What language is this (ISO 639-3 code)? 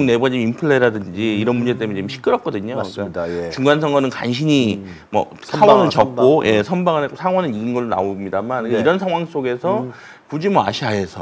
kor